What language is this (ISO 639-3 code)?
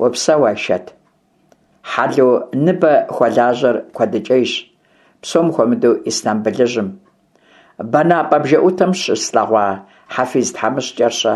kbd